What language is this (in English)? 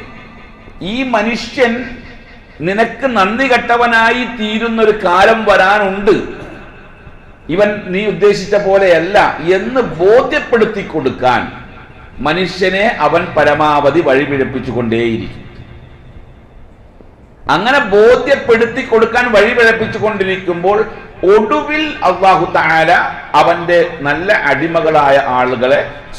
Malayalam